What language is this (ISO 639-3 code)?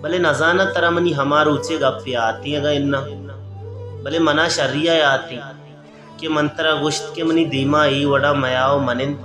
bal